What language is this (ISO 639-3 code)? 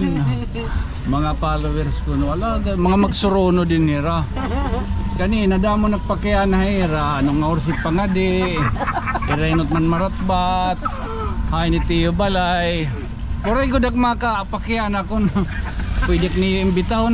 war